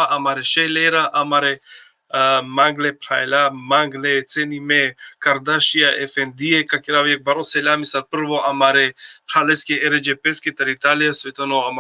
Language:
Balkan Romani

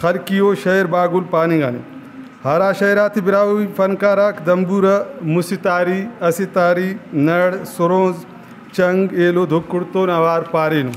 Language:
Brahui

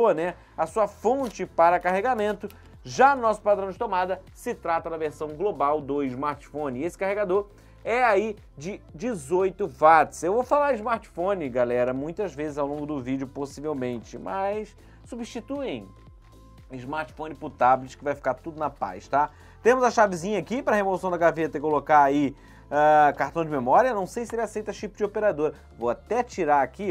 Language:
Portuguese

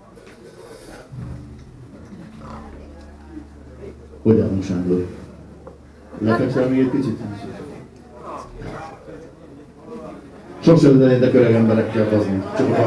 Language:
Hungarian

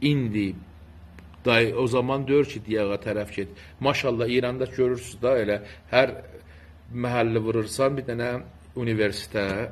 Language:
South Azerbaijani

